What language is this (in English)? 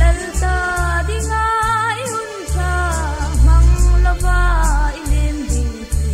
Hmar